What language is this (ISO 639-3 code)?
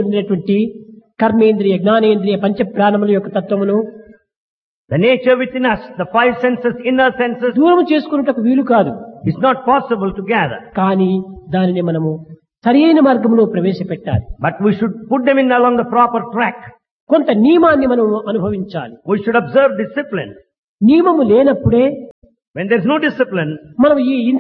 tel